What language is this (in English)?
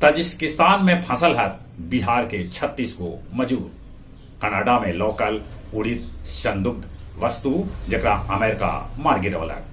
Magahi